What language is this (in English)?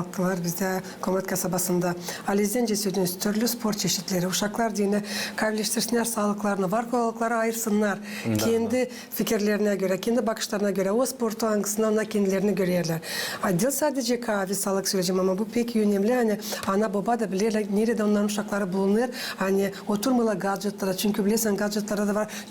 Gagauz